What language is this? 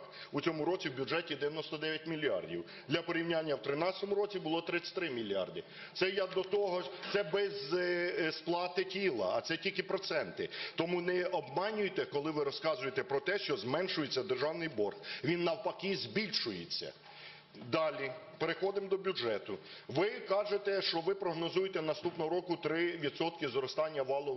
Ukrainian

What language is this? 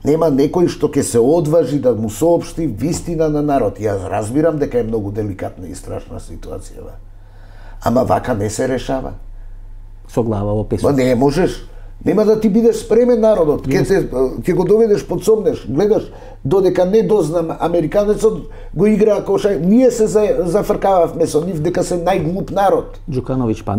Macedonian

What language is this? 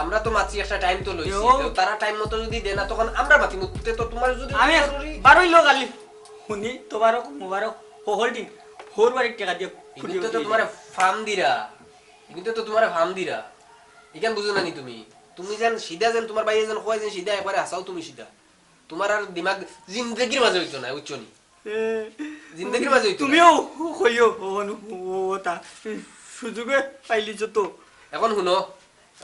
Sylheti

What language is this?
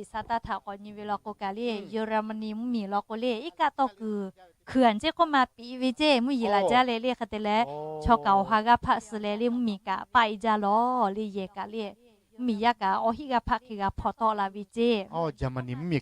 Lahu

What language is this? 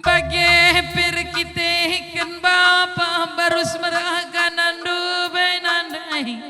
Batak Karo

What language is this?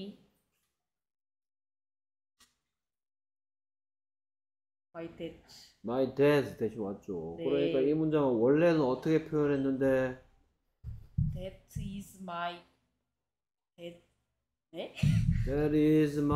Korean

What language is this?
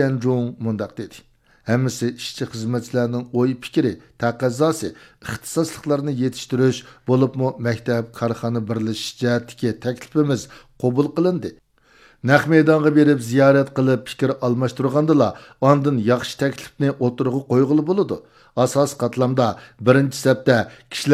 Uyghur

